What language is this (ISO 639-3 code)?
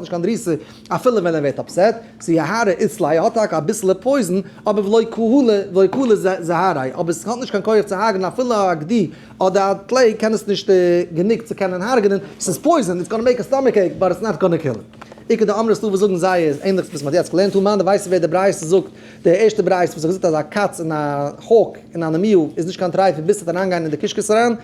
yid